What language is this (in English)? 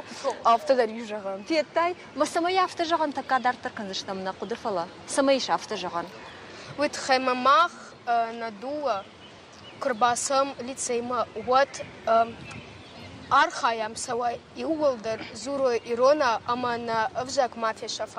Ossetic